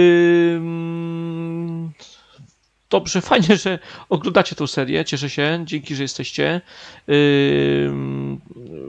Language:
Polish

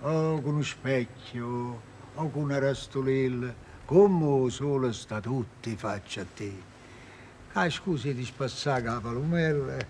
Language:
Neapolitan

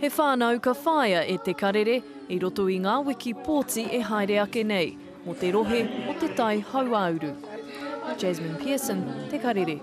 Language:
Māori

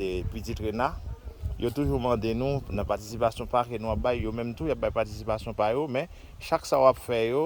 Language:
Haitian Creole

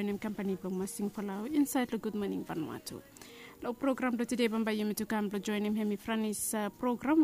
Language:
Bislama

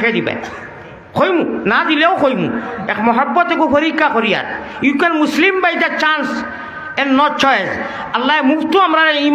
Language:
Sylheti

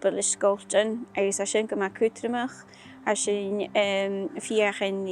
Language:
Scottish Gaelic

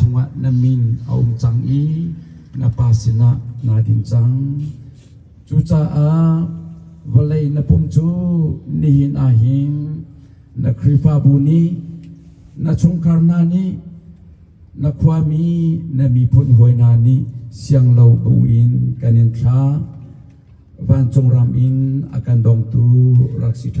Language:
Hakha Chin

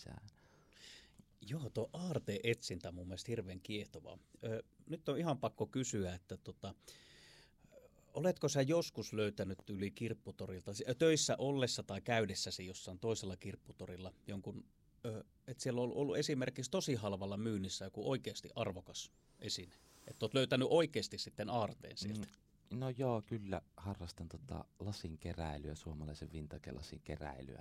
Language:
Finnish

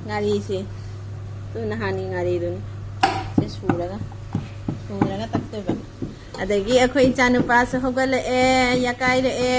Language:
Manipuri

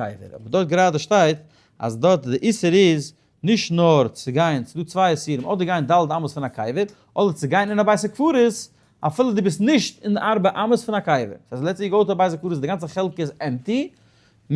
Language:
Yiddish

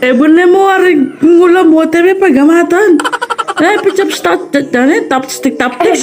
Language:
Pampanga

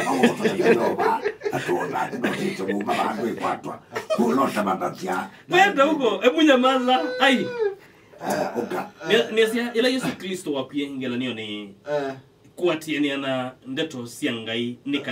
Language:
Kamba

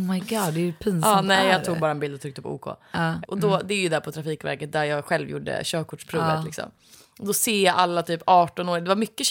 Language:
Swedish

